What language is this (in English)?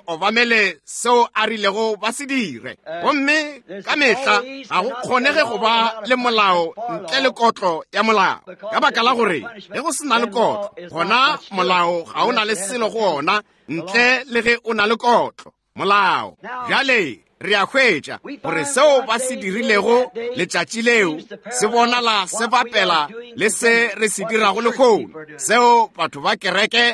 Northern Sotho